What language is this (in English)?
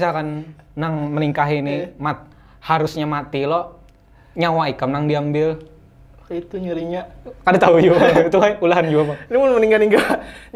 Banjar